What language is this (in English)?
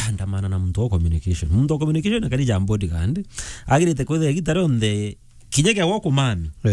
Meru